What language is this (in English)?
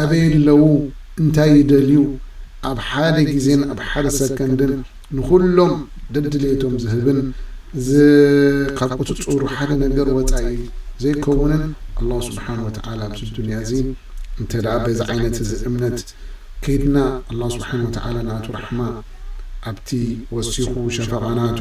Tigrinya